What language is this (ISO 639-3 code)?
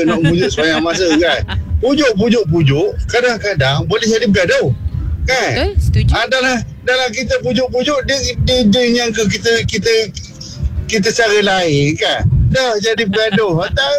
msa